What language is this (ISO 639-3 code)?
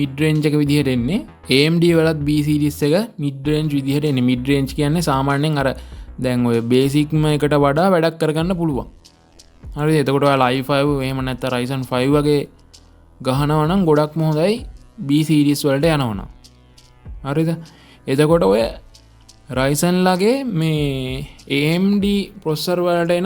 sin